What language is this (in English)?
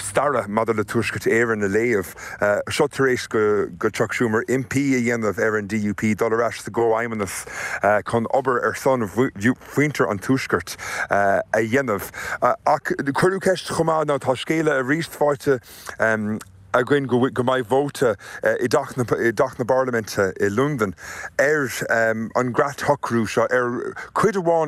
Irish